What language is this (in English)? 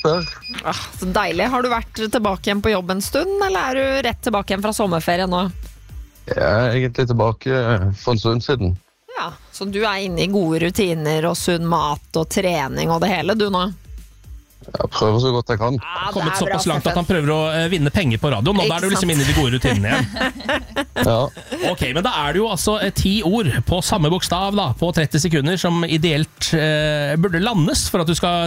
Norwegian